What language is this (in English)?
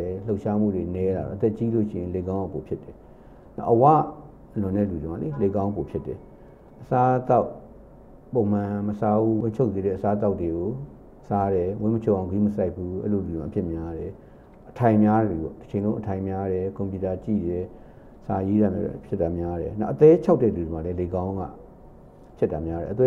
Burmese